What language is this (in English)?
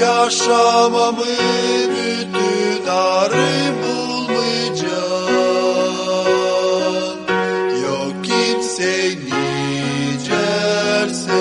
Gagauz